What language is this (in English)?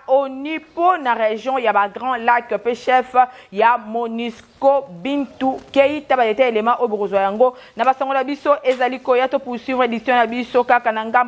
Lingala